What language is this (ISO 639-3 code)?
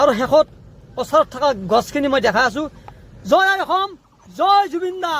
asm